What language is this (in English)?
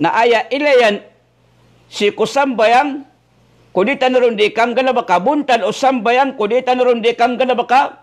Maranao